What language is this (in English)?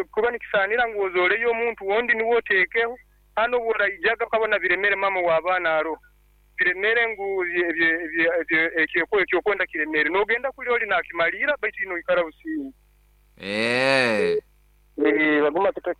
Nyoro